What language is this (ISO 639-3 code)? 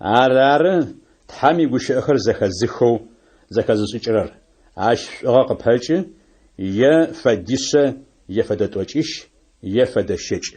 ady